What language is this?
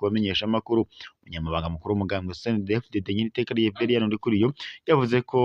Rundi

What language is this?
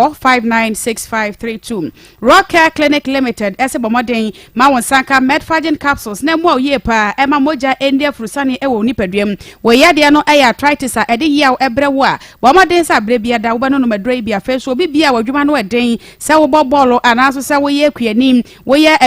Akan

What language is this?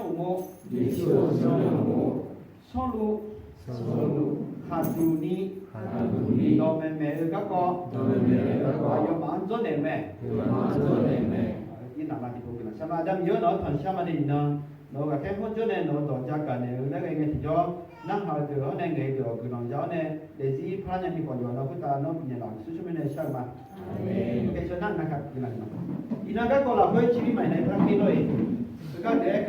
Akha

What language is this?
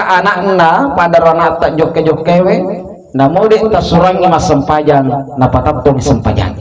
Buginese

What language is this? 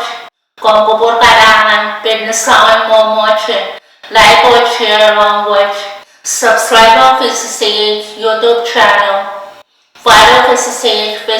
Pohnpeian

